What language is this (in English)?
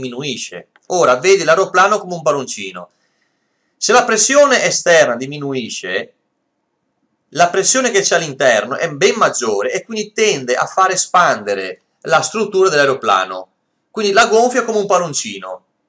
Italian